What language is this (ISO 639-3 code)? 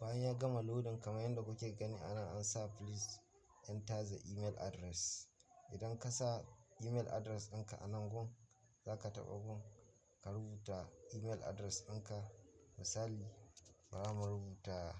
hau